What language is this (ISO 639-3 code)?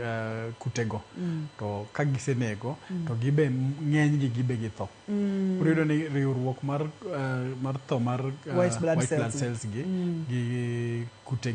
luo